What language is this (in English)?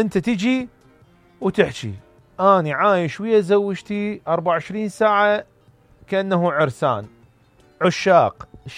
Mesopotamian Arabic